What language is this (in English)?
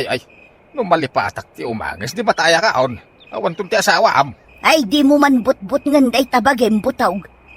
Iloko